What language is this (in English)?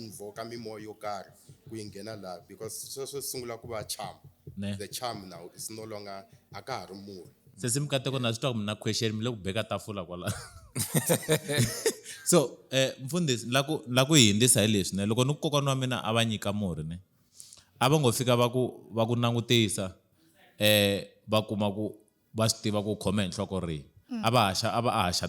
Tsonga